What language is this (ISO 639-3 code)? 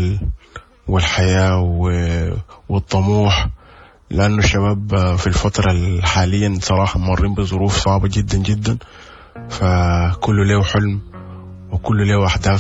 apd